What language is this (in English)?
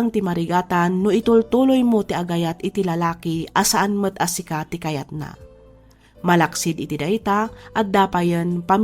Iloko